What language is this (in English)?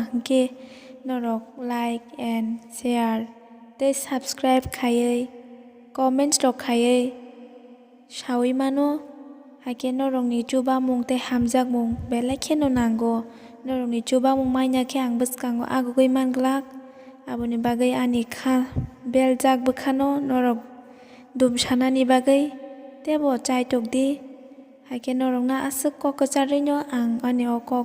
Kok Borok